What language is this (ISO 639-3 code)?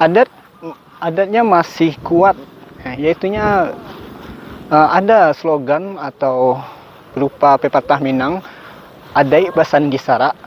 min